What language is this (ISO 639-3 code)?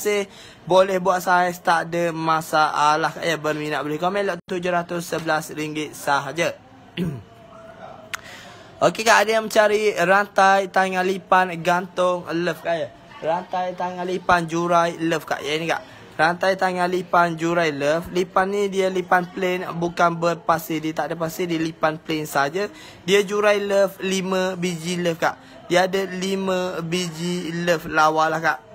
msa